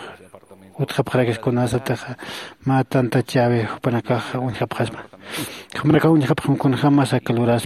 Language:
Aymara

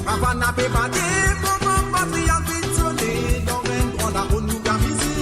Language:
Morisyen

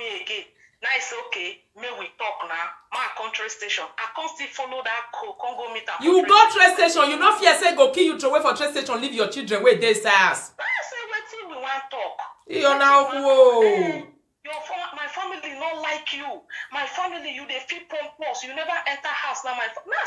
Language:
Nigerian Pidgin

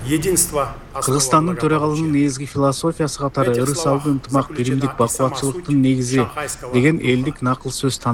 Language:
Kyrgyz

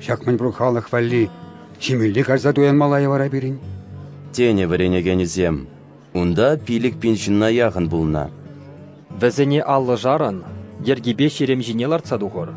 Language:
Chuvash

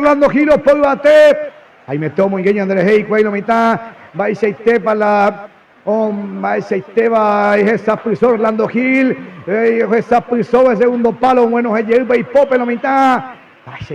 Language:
Guarani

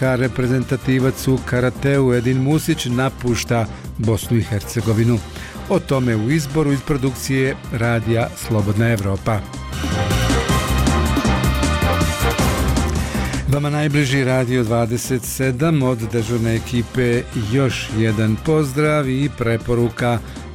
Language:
Bosnian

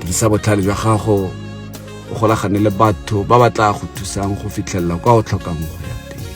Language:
Tswana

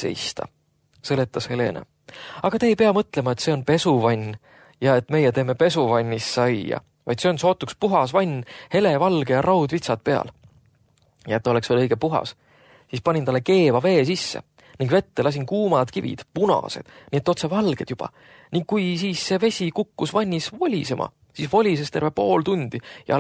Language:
Estonian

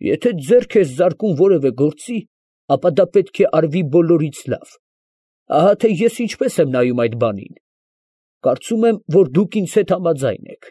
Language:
Armenian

